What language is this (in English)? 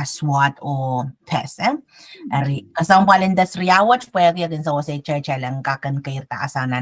Pohnpeian